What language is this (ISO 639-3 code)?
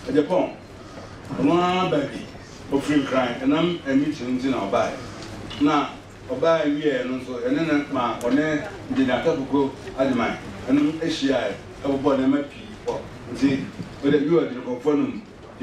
aka